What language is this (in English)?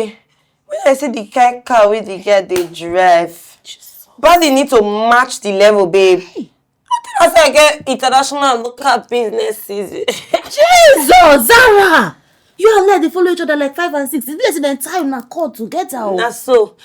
Nigerian Pidgin